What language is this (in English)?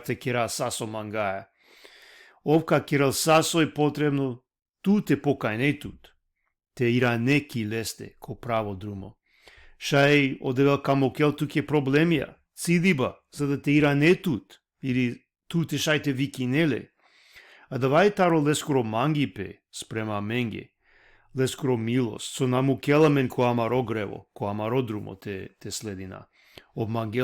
Balkan Romani